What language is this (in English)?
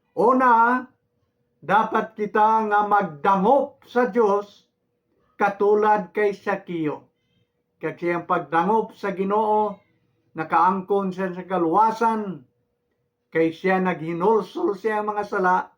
Hiligaynon